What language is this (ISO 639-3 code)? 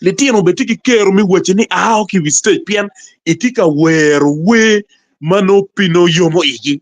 ach